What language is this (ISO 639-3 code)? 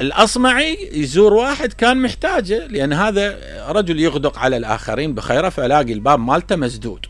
acm